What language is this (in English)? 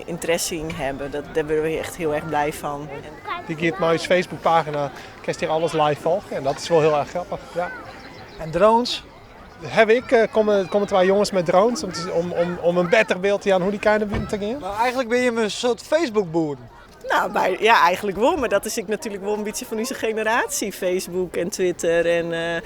Western Frisian